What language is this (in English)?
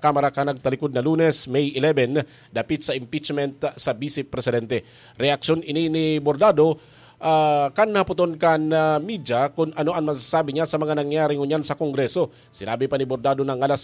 Bikol